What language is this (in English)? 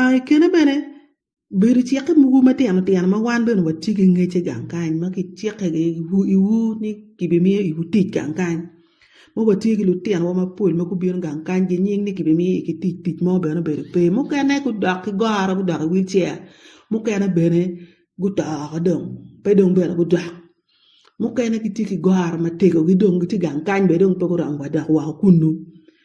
Acoli